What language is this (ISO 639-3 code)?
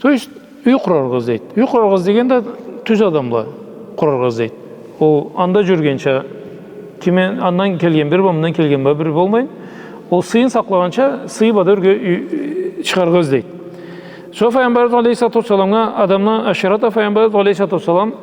krc